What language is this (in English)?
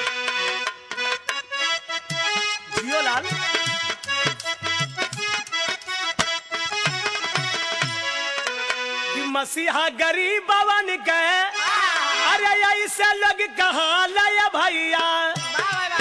Bhojpuri